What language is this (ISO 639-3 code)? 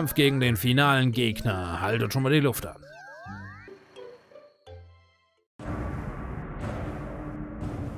deu